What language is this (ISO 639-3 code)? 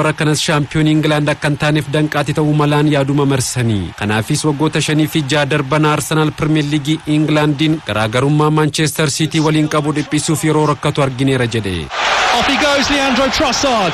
orm